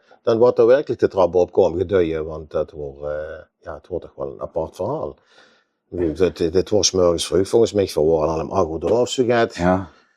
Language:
Limburgish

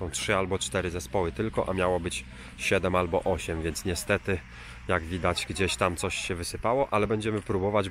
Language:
Polish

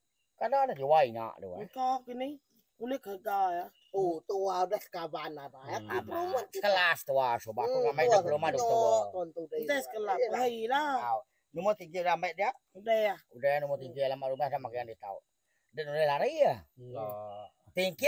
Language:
Iban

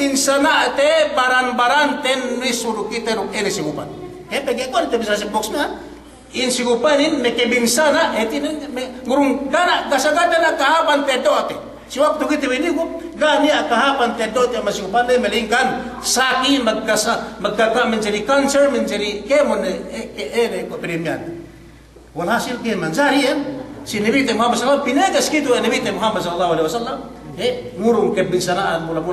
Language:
Yakan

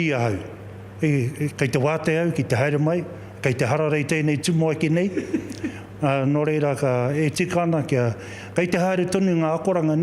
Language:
Māori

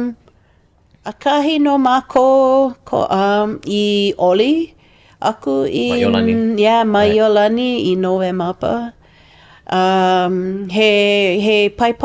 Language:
Hawaiian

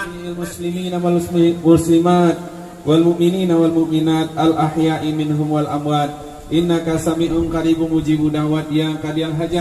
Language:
Minangkabau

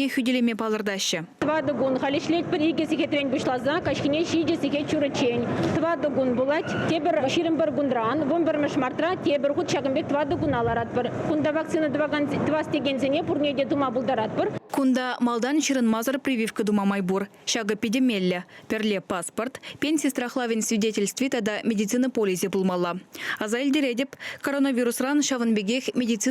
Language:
Chuvash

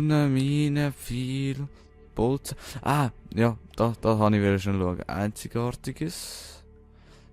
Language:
Swiss German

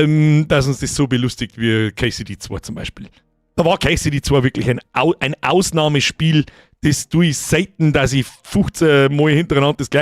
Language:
Bavarian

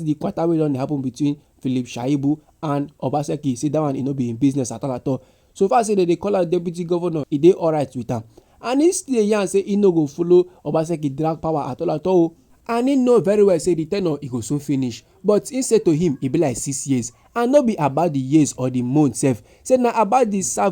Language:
Nigerian Pidgin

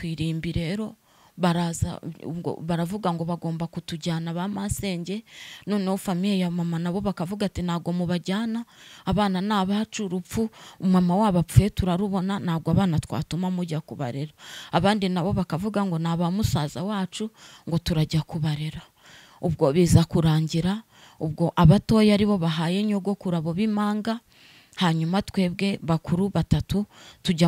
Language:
Kinyarwanda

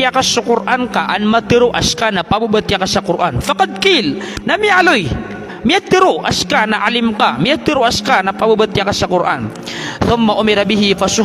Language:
Maranao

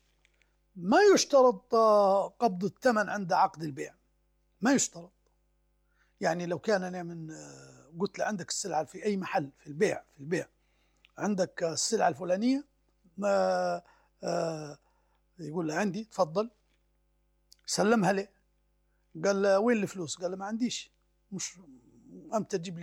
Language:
Arabic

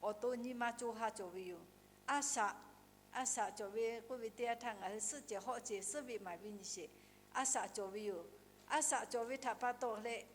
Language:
Lahu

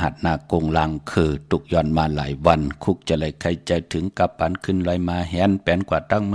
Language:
Shan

